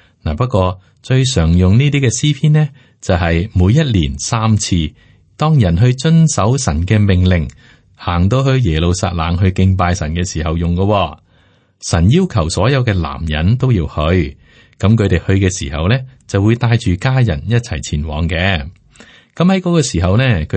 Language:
Cantonese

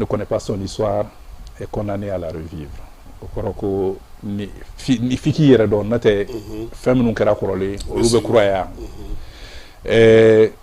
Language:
Bambara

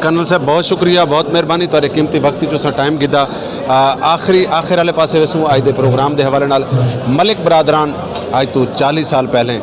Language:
Saraiki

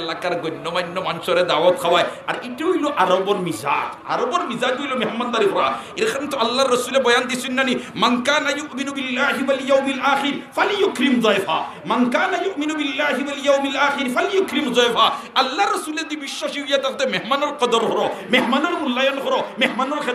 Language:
Sylheti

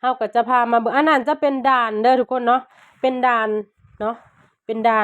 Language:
Lao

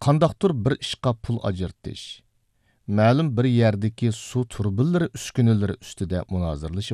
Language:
Uyghur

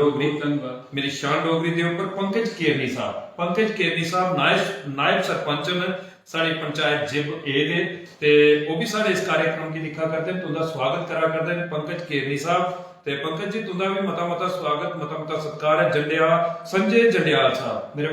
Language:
Dogri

